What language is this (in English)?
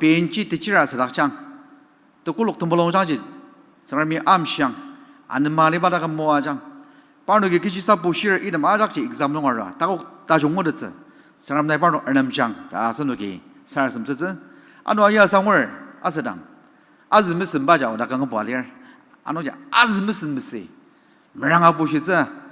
Ao Naga